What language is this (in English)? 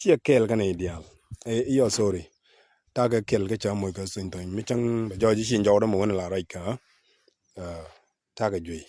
Nuer